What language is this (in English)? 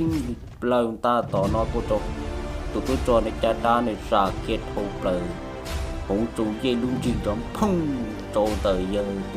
Hmong